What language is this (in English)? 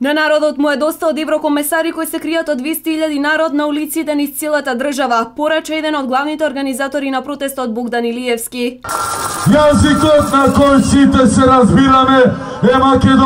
Macedonian